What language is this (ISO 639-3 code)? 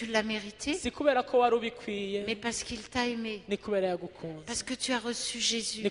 kin